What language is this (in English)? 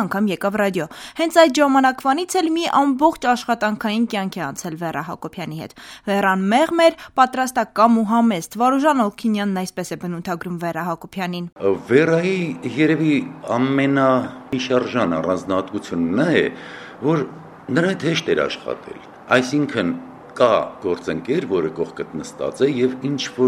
Armenian